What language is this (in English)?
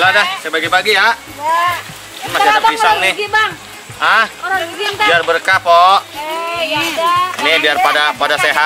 Betawi